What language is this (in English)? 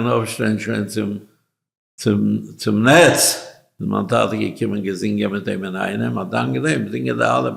Yiddish